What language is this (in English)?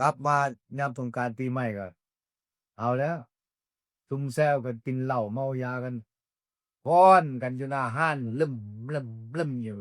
Northeastern Thai